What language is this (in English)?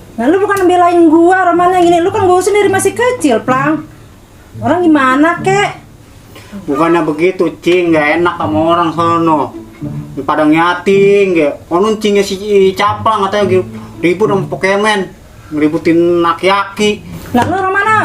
Betawi